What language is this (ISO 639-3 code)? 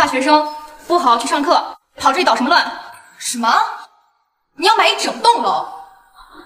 zho